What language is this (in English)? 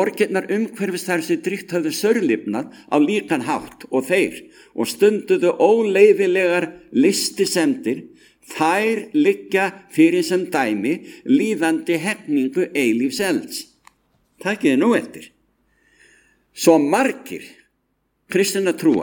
Icelandic